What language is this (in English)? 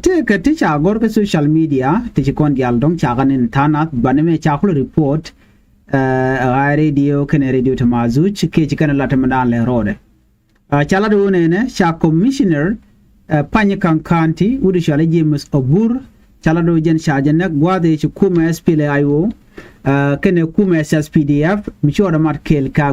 Nuer